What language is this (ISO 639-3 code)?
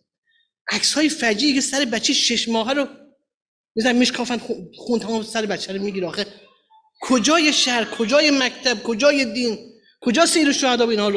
fas